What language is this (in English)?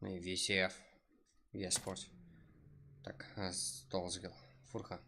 Kara-Kalpak